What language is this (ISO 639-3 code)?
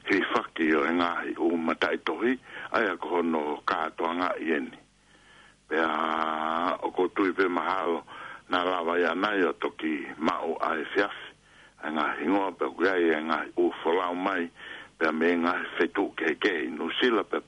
ton